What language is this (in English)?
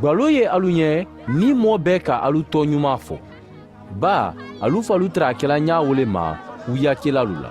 Mandingo